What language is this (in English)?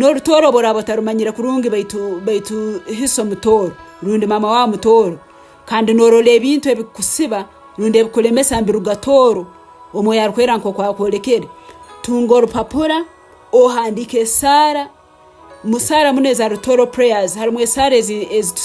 Tooro